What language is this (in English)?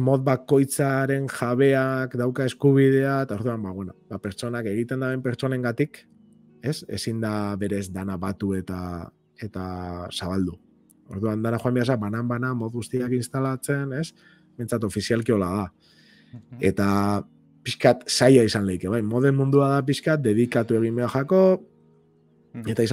Basque